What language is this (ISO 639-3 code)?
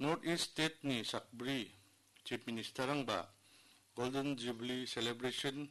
grt